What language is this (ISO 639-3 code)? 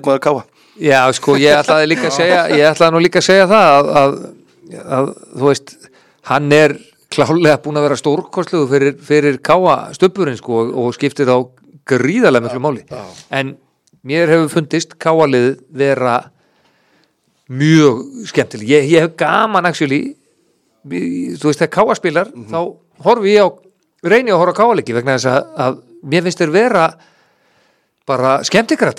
isl